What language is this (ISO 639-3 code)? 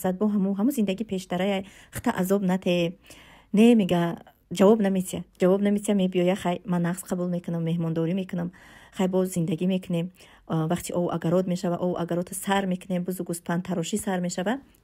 tgk